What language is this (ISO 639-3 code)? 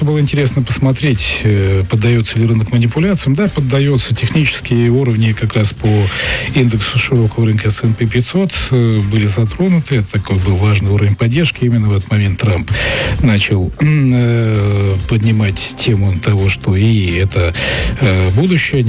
rus